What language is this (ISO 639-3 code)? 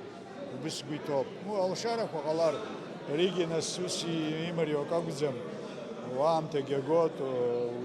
abk